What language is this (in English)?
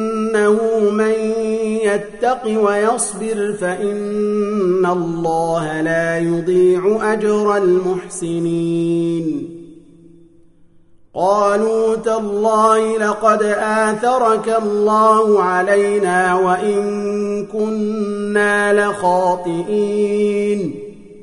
Arabic